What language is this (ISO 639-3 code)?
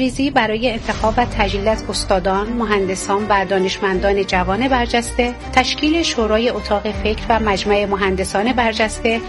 fas